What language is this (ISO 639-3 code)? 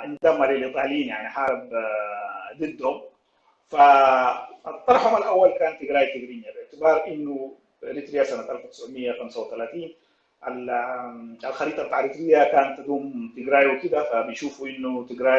apd